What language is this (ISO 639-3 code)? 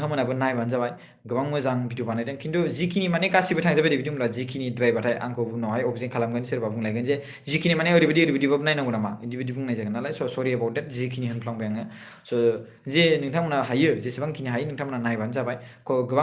brx